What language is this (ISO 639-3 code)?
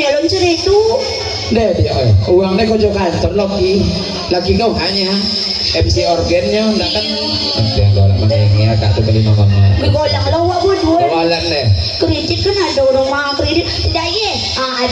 min